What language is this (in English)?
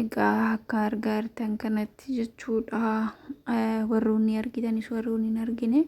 Oromo